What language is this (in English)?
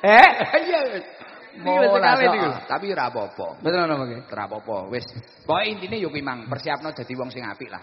Javanese